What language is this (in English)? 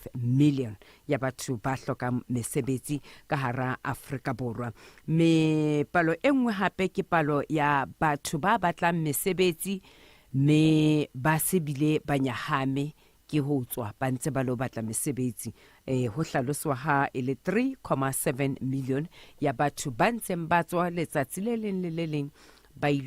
Southern Sotho